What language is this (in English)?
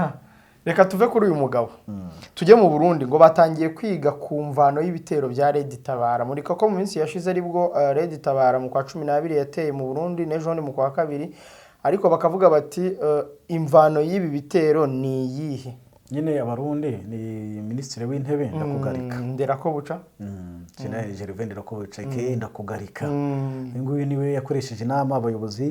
Kinyarwanda